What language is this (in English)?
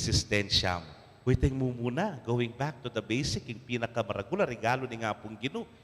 Pampanga